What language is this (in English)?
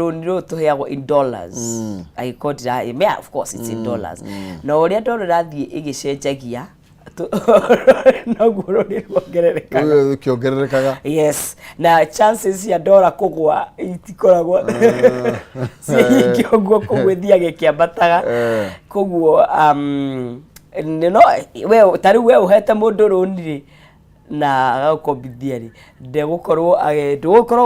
Kikuyu